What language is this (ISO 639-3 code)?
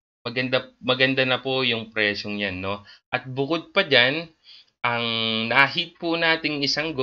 fil